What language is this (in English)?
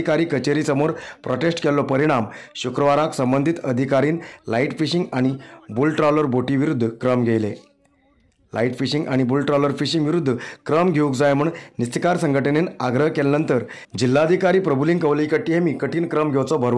Konkani